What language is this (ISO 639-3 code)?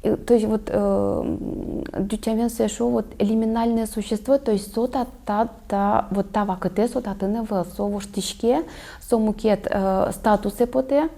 udm